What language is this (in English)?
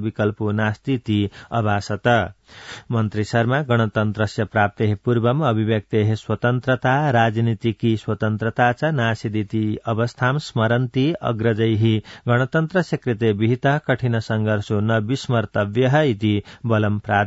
Sanskrit